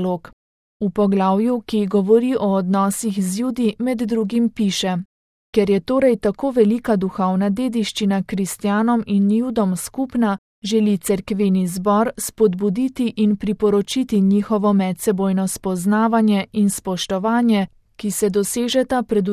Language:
Slovenian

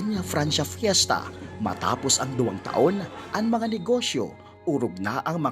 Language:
Bikol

